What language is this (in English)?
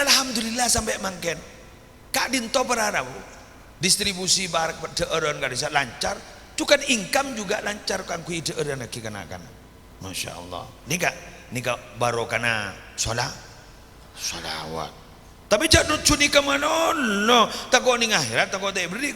Madurese